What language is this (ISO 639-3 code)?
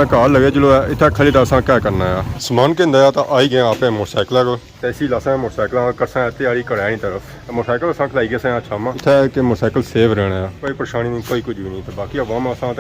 phr